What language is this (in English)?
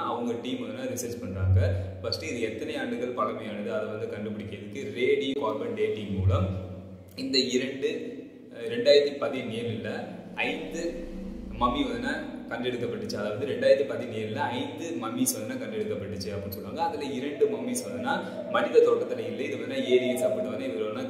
Tamil